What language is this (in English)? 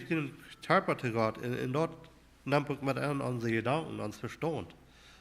Plautdietsch